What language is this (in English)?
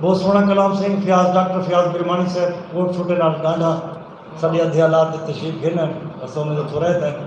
Saraiki